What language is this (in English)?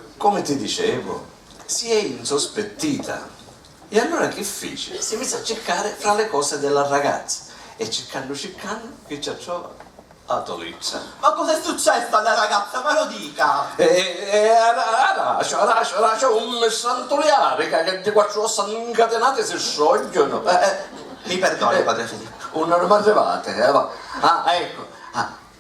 Sicilian